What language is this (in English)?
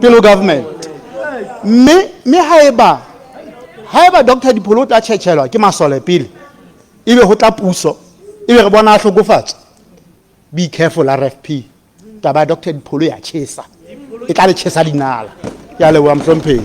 Southern Sotho